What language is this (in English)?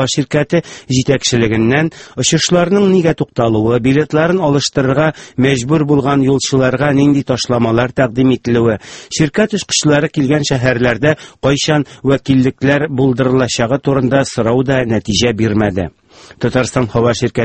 Tatar